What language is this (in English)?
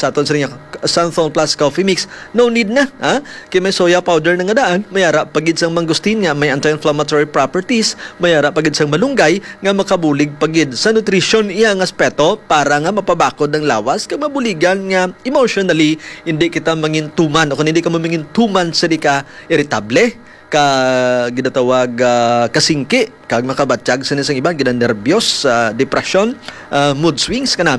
Hiligaynon